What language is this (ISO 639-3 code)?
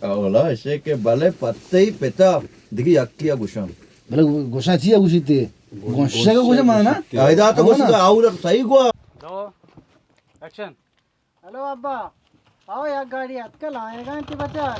bal